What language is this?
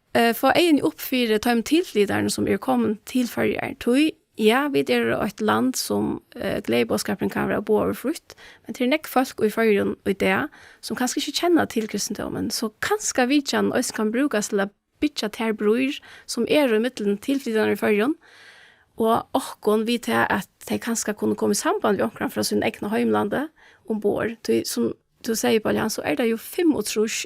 Faroese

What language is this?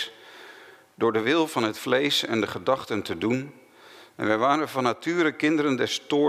Dutch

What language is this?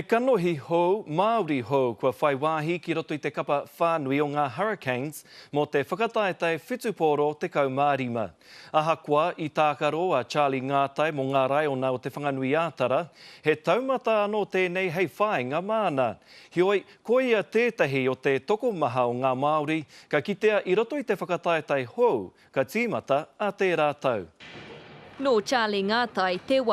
Māori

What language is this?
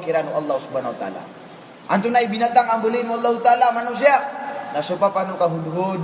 Maranao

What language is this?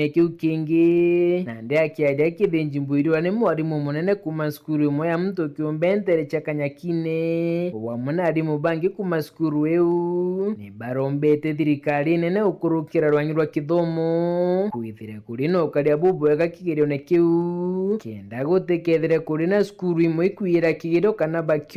Meru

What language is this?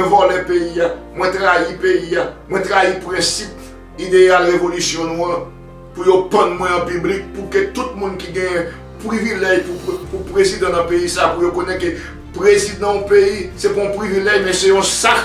Haitian Creole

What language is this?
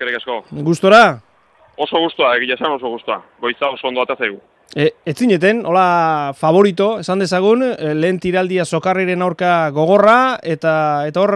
Basque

